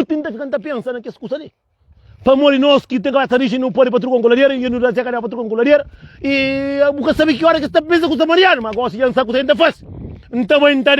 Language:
Kabuverdianu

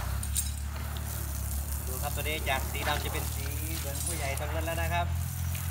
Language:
Thai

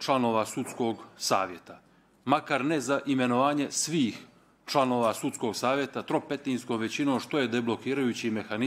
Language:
Bosnian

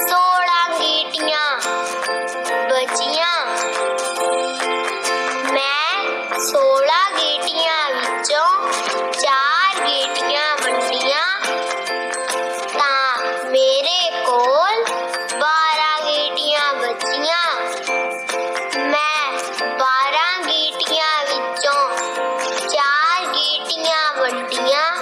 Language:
Punjabi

